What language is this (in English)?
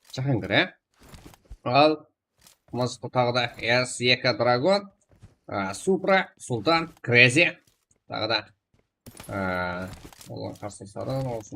Kara-Kalpak